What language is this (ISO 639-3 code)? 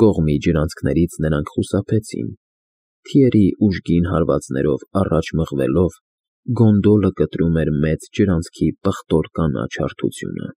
hye